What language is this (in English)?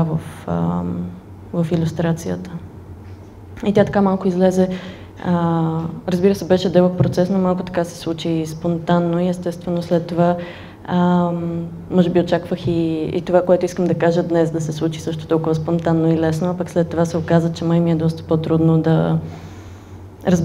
Bulgarian